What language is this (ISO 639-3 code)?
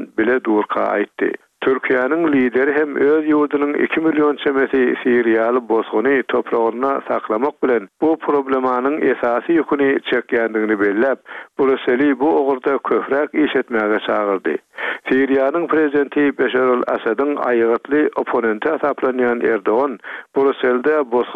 tuk